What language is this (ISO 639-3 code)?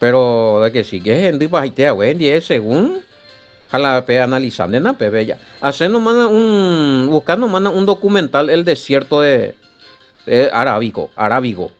grn